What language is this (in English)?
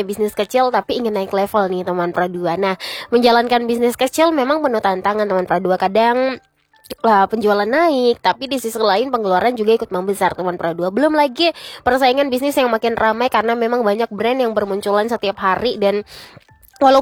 Indonesian